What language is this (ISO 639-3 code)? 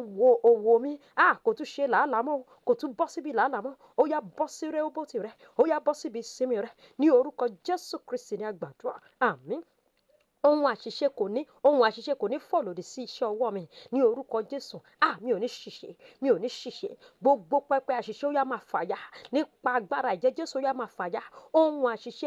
yor